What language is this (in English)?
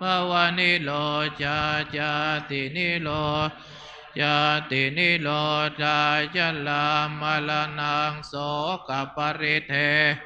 Pali